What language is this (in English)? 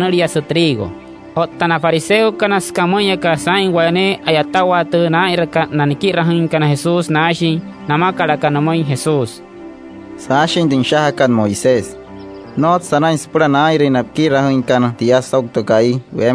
Wayuu